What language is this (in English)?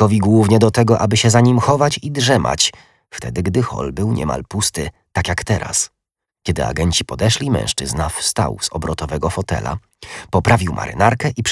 Polish